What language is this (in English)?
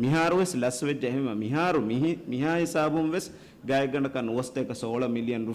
Divehi